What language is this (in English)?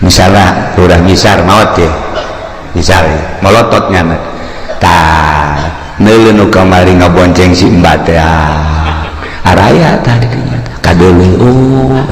Sundanese